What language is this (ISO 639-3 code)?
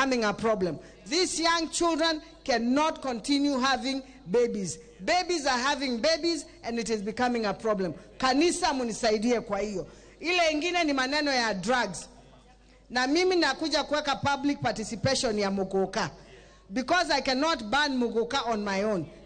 luo